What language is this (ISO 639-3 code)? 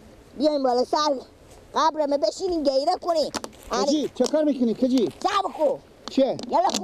fas